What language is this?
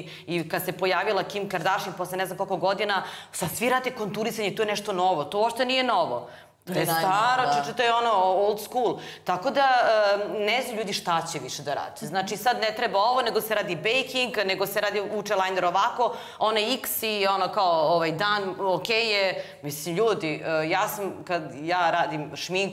Serbian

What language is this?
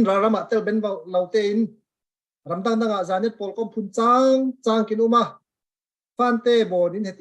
Falam Chin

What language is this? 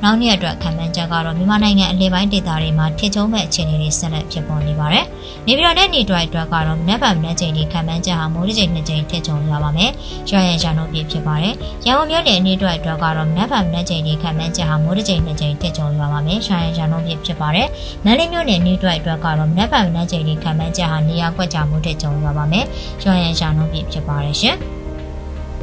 Burmese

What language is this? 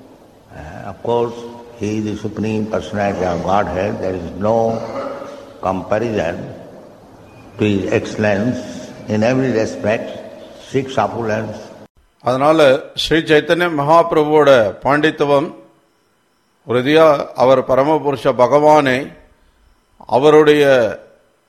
Tamil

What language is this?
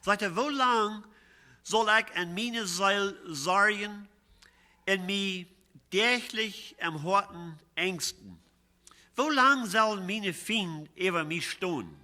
Plautdietsch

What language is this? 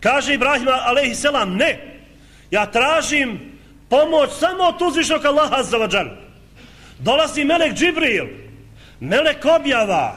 Bosnian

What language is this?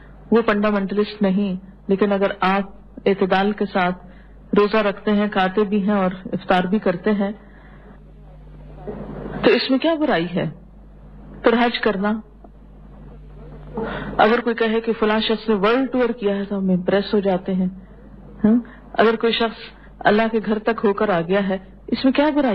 Urdu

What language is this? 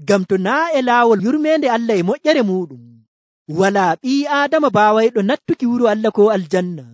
Nigerian Fulfulde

